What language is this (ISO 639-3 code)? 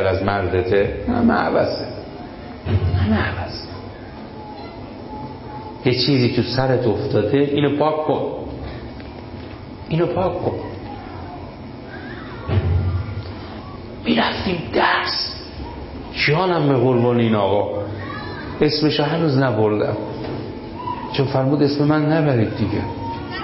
fas